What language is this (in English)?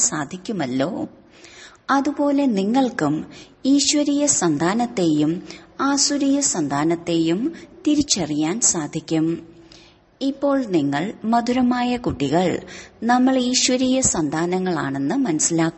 Malayalam